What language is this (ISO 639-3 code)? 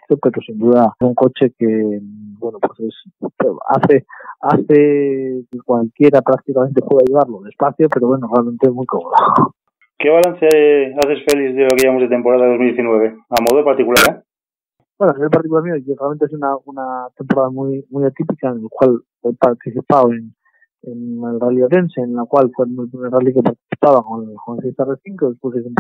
spa